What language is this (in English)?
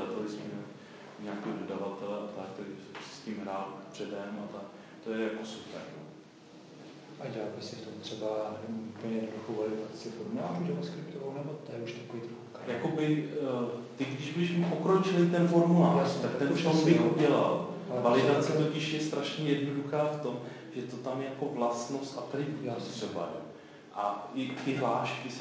Czech